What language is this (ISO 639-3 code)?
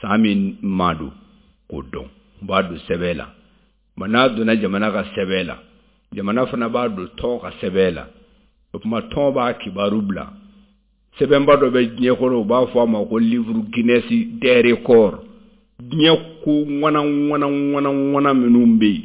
bam